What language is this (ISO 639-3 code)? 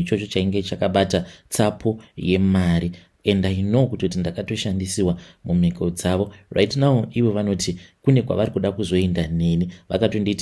sna